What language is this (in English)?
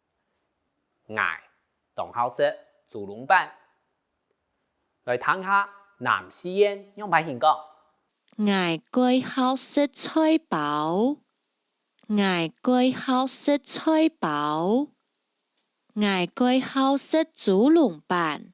Hakka Chinese